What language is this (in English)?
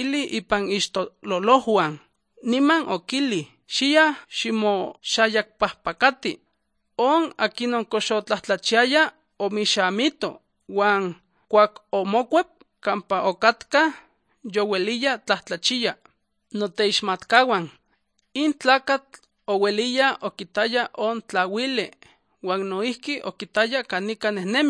Albanian